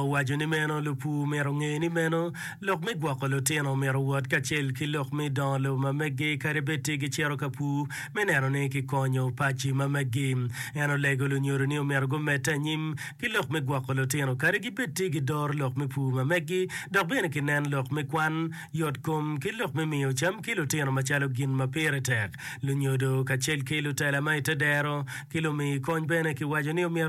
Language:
Acoli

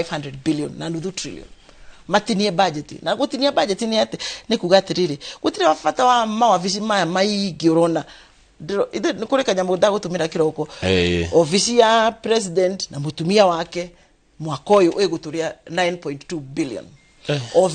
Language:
Kikuyu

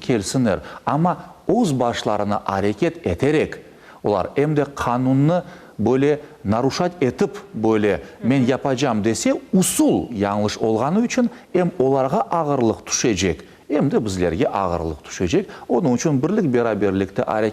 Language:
Crimean Tatar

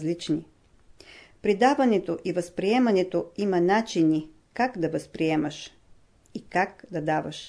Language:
Bulgarian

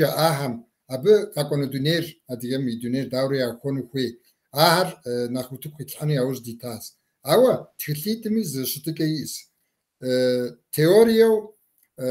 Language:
Kabardian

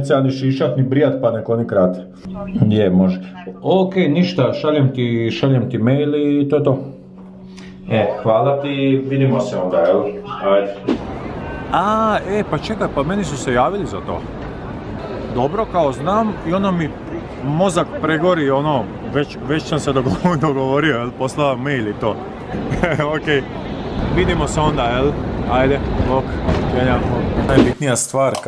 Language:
Croatian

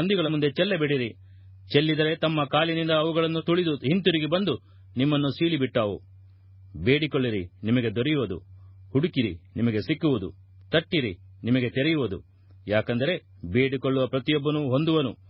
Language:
Kannada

